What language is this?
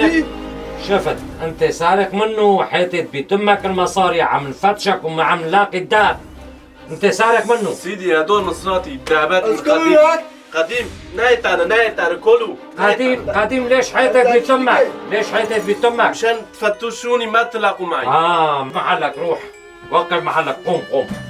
North Levantine Arabic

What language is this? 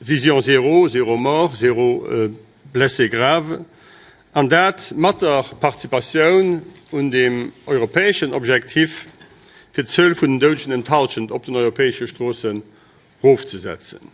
Luxembourgish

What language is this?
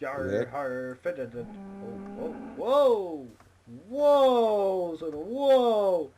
Faroese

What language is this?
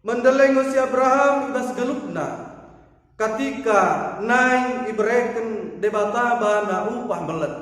Batak Dairi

